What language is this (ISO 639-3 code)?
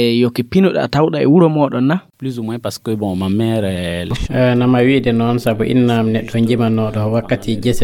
ful